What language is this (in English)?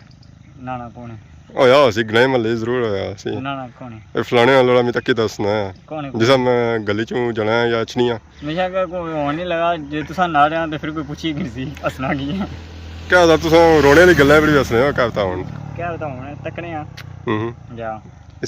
Pahari-Potwari